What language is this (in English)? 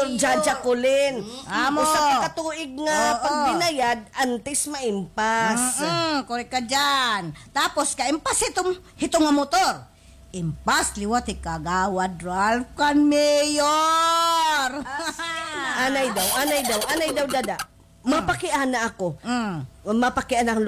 Waray